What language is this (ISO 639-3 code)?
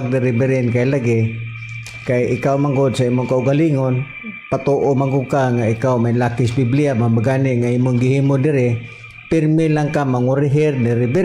ceb